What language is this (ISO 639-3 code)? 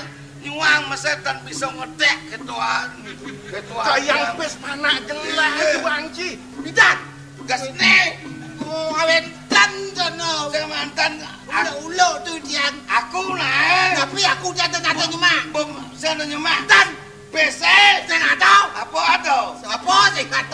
ban